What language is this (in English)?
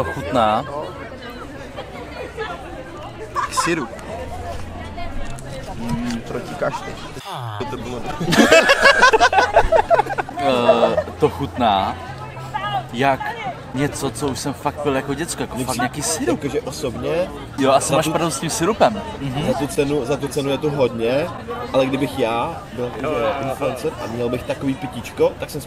Czech